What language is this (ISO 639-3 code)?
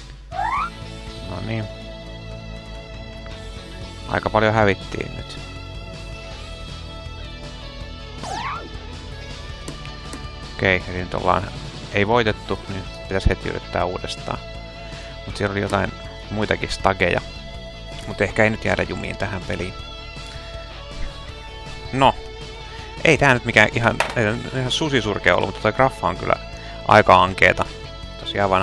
fin